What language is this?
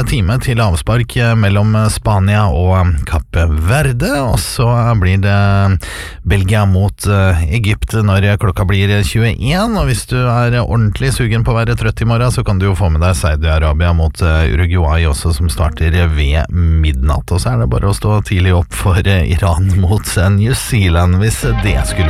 Norwegian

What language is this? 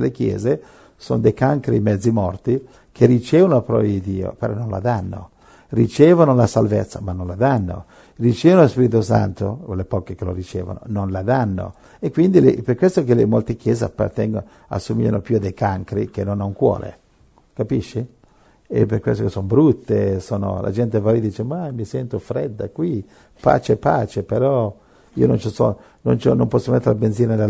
Italian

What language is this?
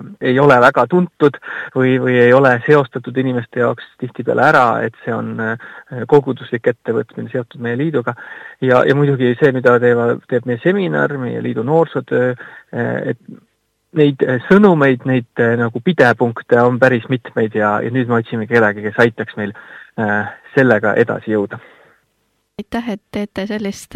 Estonian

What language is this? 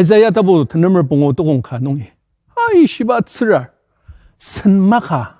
Ao Naga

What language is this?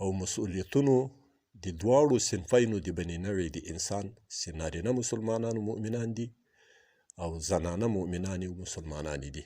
Pashto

